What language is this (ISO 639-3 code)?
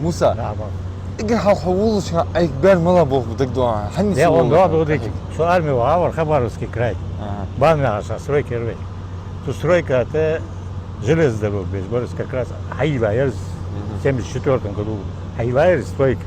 inh